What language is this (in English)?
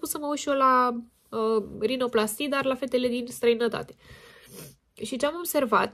Romanian